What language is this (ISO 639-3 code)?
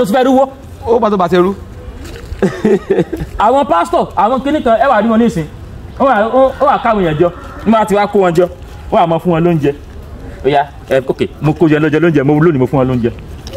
yor